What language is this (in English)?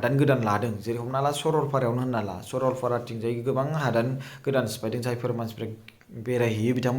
Bodo